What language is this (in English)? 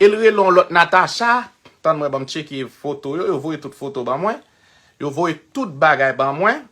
Haitian Creole